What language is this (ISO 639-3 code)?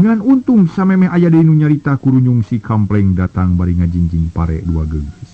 sun